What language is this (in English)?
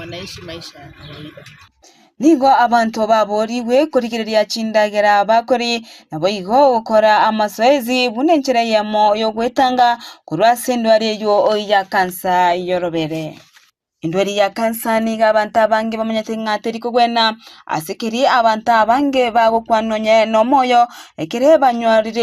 Gusii